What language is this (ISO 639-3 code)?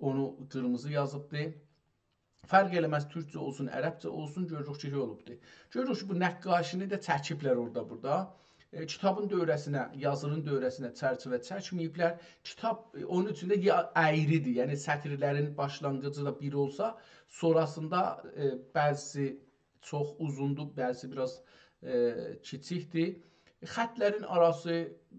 azb